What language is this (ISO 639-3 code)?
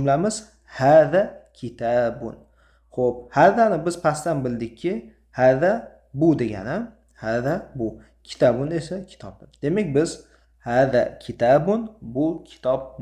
uzb